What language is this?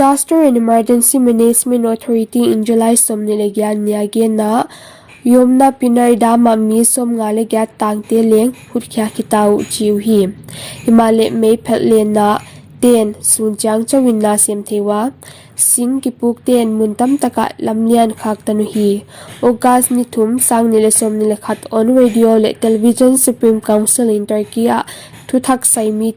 Paite Chin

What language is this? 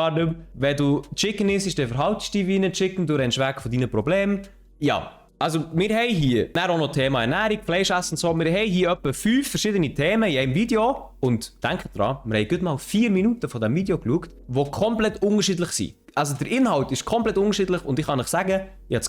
Swiss German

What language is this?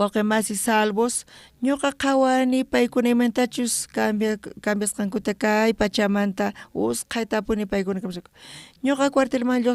South Bolivian Quechua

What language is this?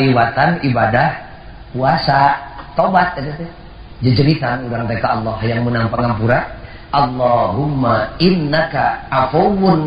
Sundanese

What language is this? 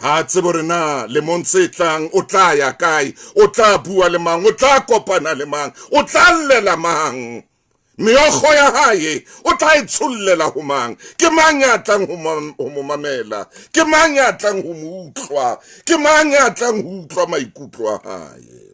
Southern Sotho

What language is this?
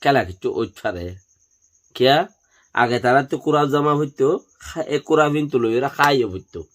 Rohingya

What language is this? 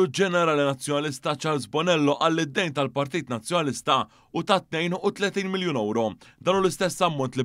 Maltese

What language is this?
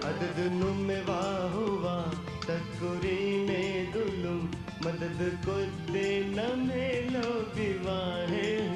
Divehi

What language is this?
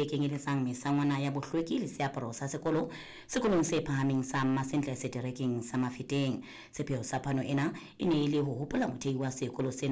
Southern Sotho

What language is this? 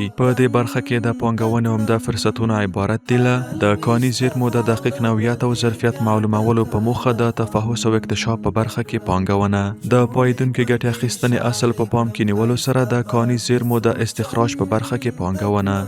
Pashto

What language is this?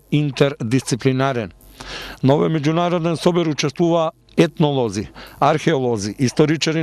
Macedonian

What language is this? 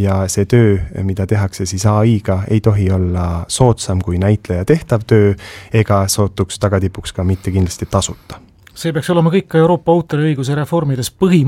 Estonian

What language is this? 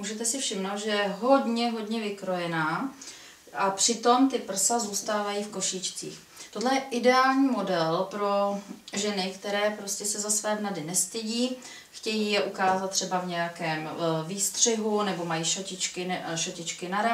Czech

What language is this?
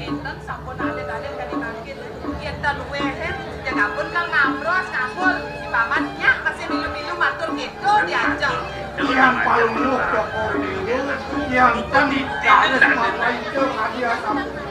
Balinese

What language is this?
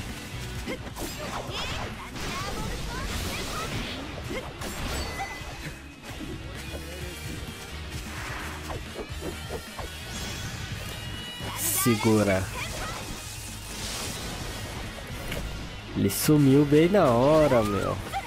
Portuguese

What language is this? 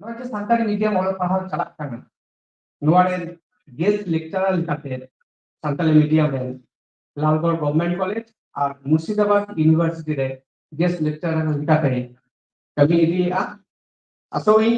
Santali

